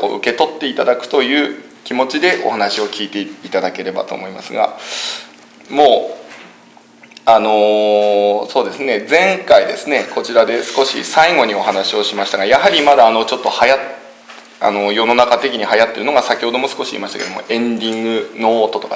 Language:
Japanese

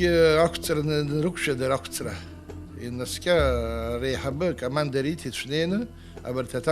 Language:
Abkhazian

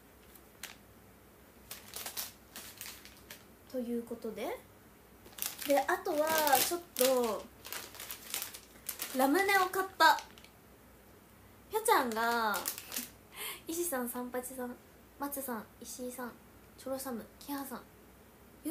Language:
Japanese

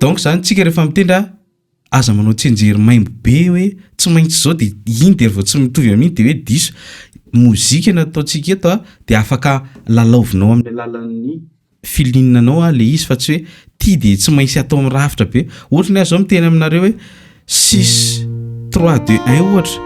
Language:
Malagasy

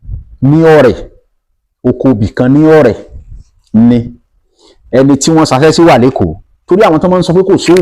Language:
Yoruba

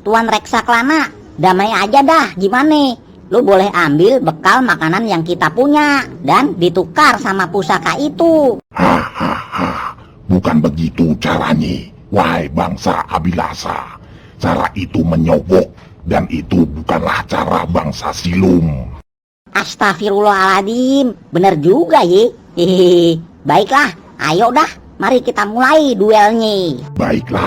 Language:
Betawi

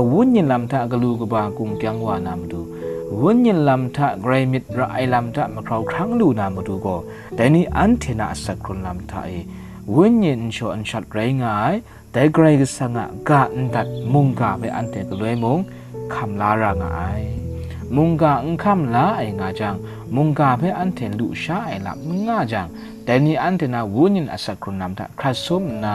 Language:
Kachin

